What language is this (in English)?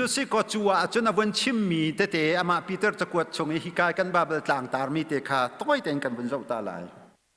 Hakha Chin